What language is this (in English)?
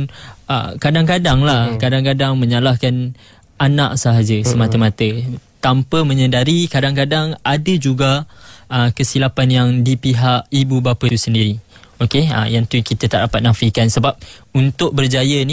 Malay